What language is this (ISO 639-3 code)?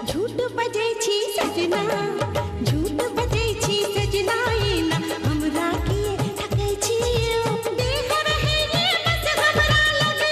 mai